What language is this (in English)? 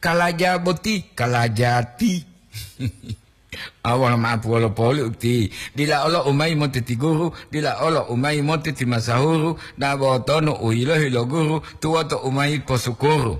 Gorontalo